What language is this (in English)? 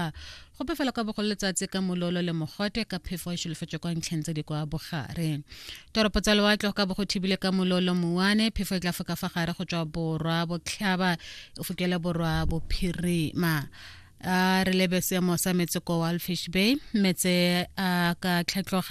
Tswana